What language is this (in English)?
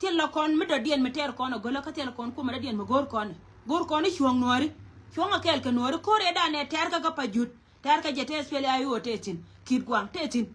Nuer